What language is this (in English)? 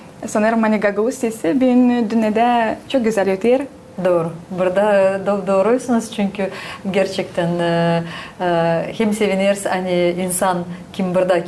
Gagauz